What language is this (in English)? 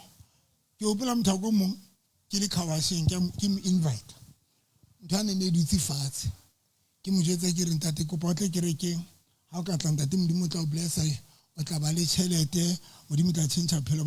Southern Sotho